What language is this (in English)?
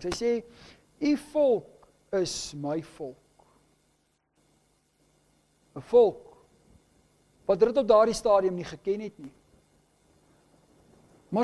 Afrikaans